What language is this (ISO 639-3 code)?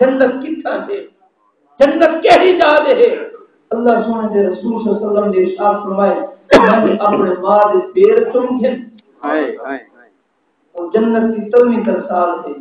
skr